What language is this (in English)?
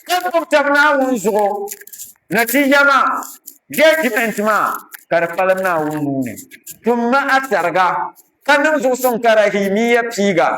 Dagbani